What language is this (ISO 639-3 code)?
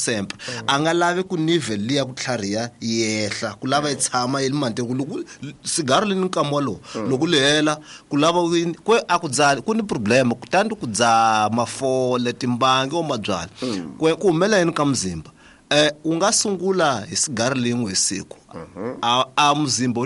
tso